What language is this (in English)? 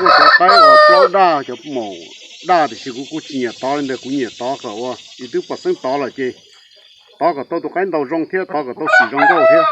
Hmong